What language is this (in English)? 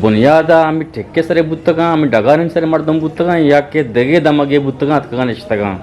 Eastern Balochi